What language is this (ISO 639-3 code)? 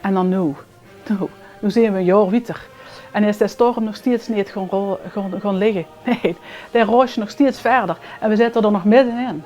lim